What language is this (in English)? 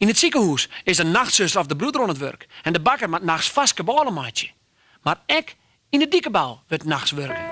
Western Frisian